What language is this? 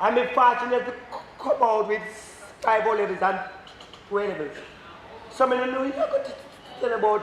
Jamaican Creole English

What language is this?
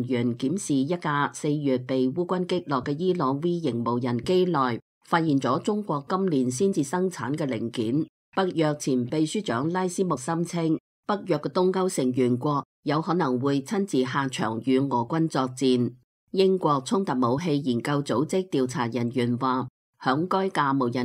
Cantonese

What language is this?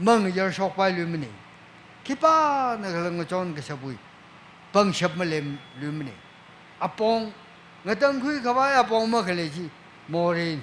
Tangkhul Naga (India)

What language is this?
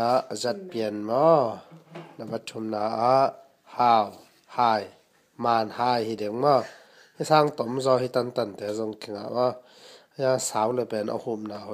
Tedim Chin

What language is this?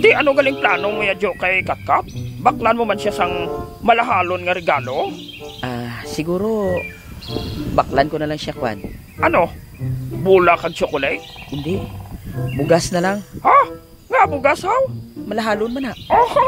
Hiligaynon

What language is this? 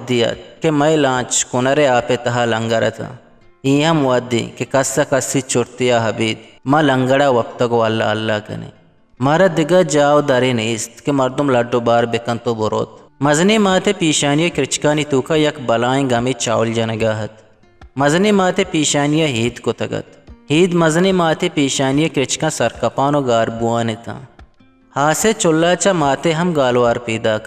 Eastern Balochi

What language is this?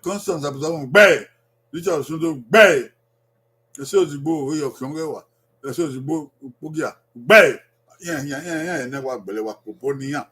Bini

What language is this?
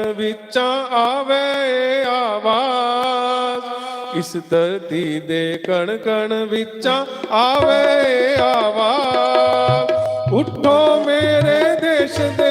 Dogri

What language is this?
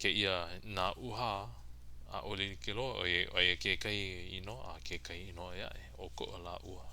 Hawaiian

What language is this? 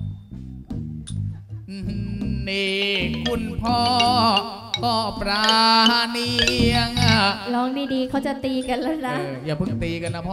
Thai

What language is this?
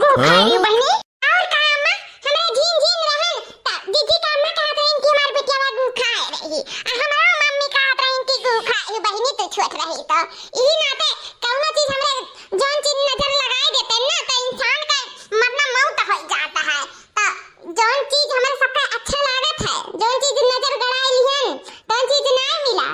Awadhi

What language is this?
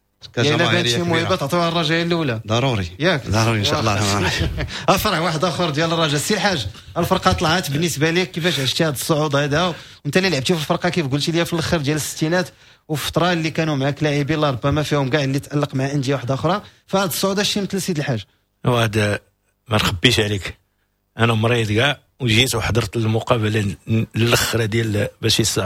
Moroccan Arabic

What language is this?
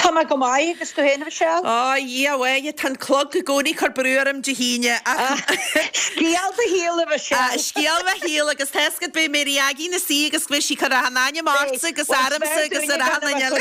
Irish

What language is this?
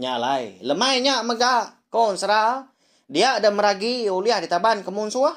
Iban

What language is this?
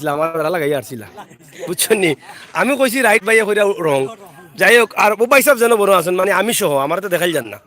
Sylheti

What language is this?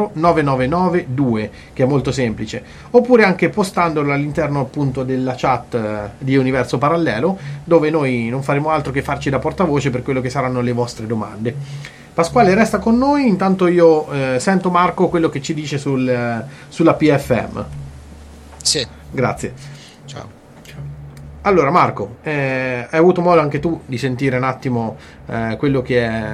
Italian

